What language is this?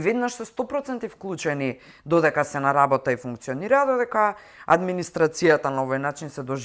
Macedonian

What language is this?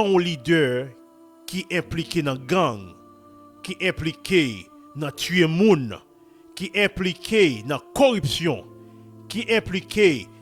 Haitian Creole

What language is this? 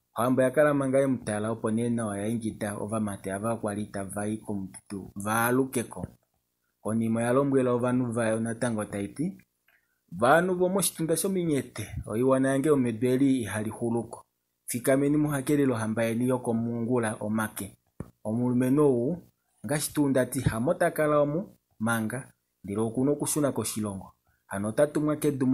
Kuanyama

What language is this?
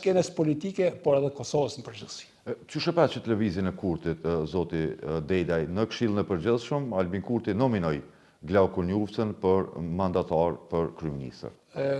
Albanian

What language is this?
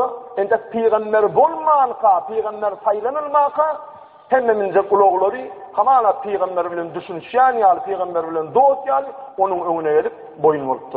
Turkmen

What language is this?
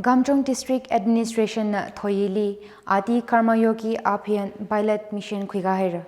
Tangkhul Naga (India)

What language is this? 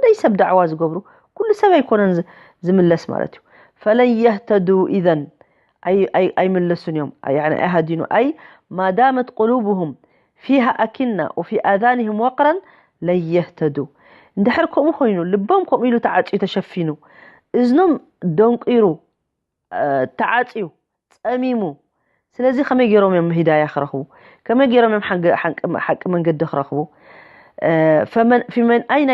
Tigrinya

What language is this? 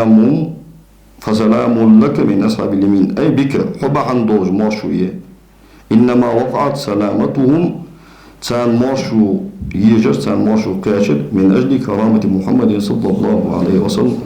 Ingush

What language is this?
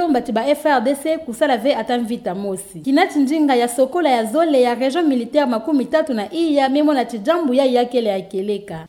Kituba (Democratic Republic of Congo)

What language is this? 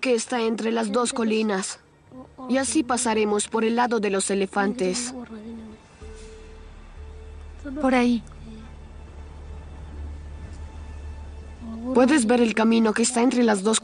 Spanish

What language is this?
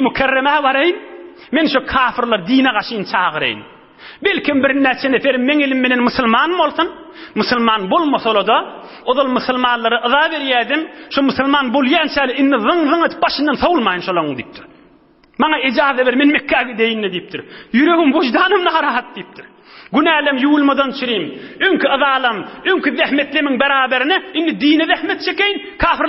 Turkmen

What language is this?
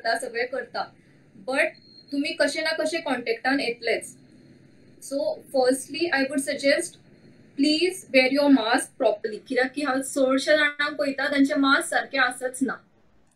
Konkani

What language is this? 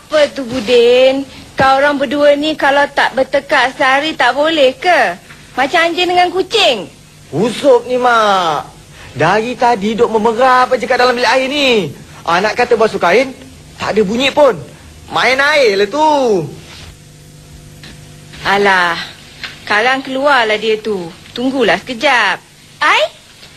Malay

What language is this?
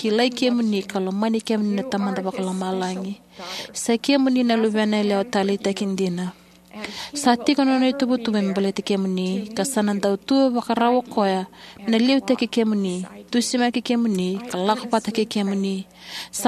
Fijian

